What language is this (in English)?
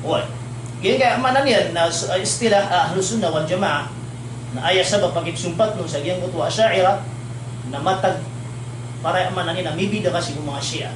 Maranao